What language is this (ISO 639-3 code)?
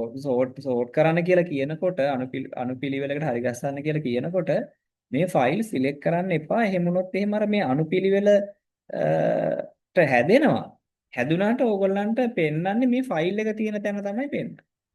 sin